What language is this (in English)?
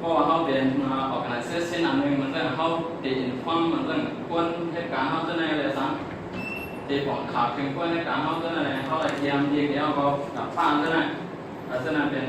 Shan